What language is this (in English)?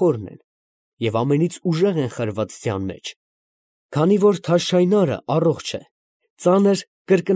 Armenian